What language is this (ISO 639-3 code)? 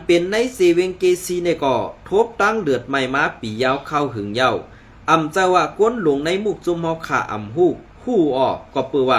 shn